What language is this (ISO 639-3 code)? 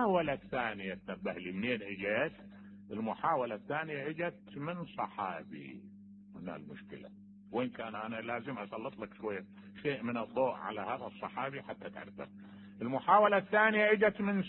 acm